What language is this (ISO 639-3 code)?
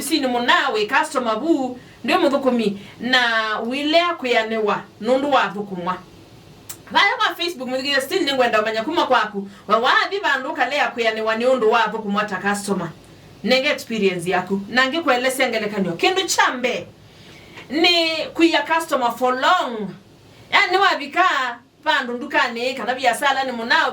kam